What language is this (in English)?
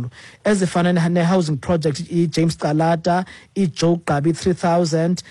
Xhosa